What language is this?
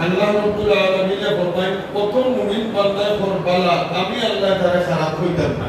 Sylheti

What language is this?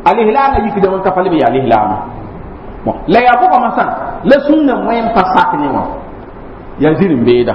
Mossi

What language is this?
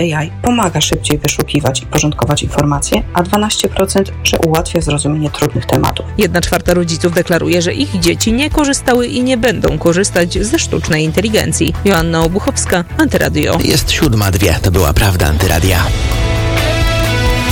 Polish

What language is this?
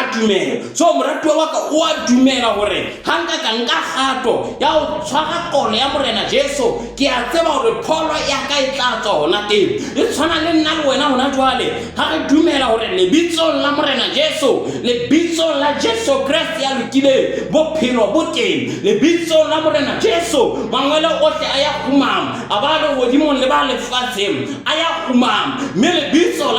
Southern Sotho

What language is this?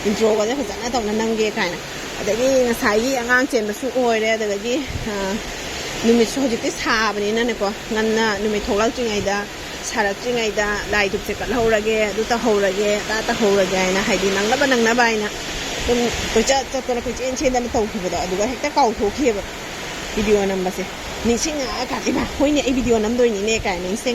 Manipuri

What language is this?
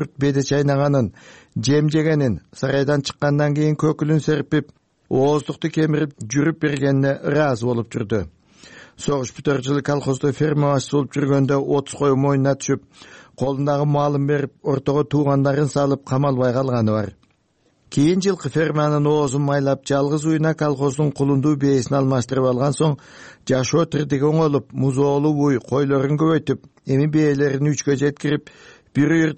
Kyrgyz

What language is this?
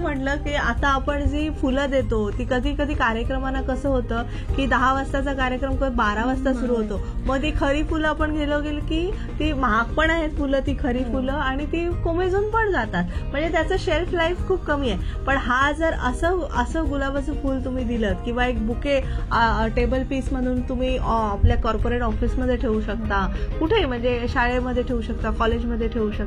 Marathi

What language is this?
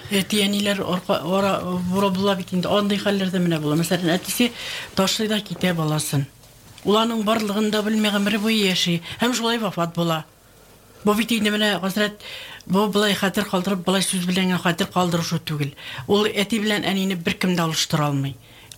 Tatar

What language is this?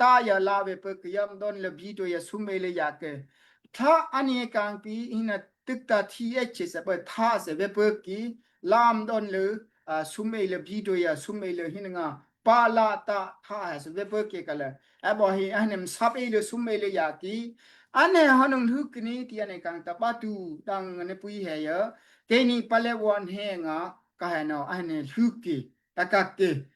Daai Chin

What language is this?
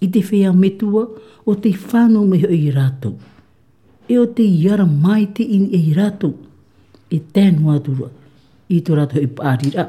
Tahitian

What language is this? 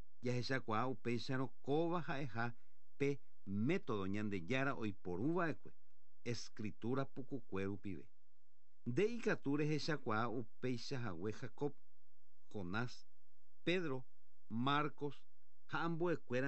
Guarani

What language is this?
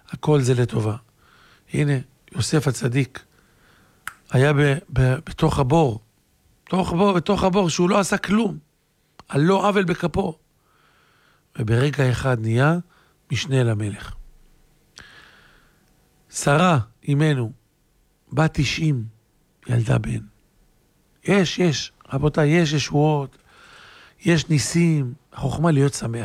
Hebrew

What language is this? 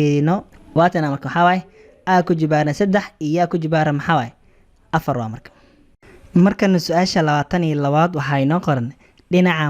Somali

